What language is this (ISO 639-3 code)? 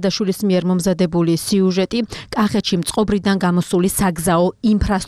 kat